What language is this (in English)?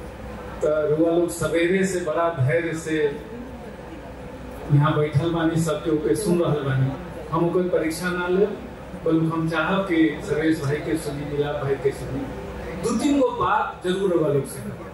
Bhojpuri